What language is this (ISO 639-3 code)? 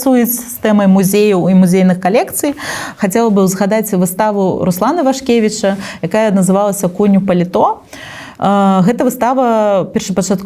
bel